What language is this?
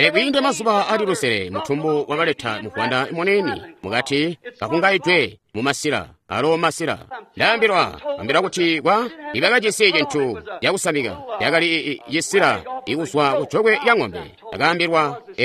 Tonga (Zambia)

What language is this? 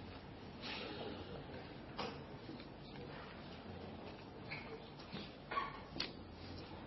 Indonesian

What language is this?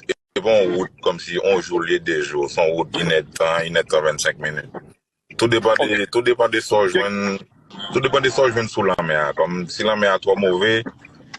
Haitian Creole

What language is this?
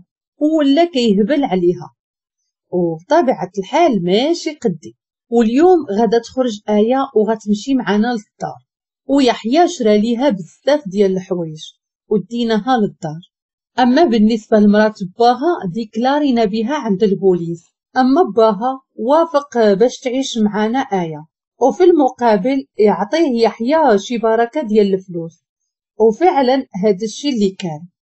Moroccan Arabic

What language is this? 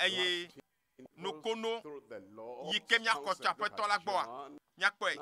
Ewe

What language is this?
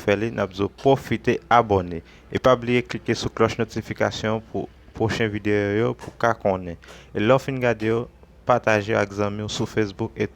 Haitian Creole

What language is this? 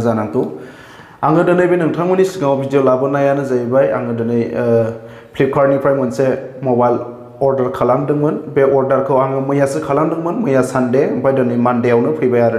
Bodo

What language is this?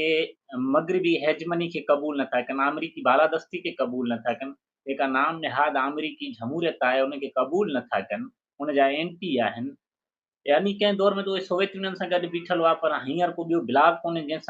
Sindhi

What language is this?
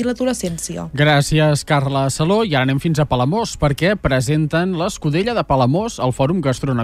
Catalan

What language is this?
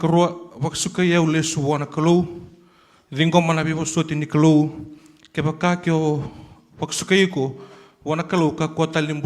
Fijian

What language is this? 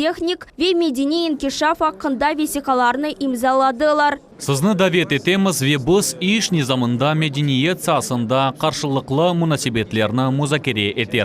Crimean Tatar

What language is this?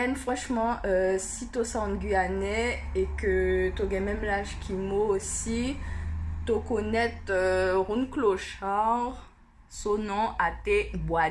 Guianese Creole French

